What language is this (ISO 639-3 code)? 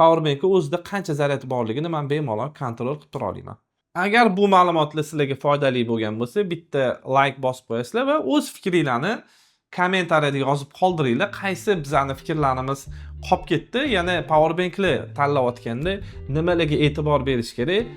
uzb